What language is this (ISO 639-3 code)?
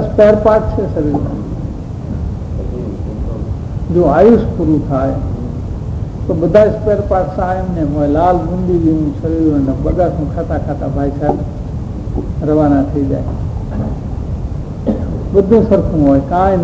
guj